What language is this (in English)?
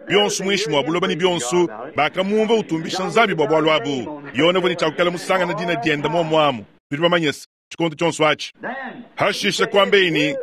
Luba-Lulua